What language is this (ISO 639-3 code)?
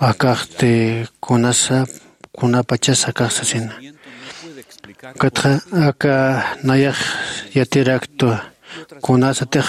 aym